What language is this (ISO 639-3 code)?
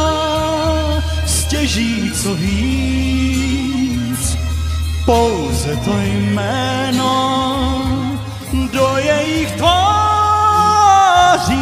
ces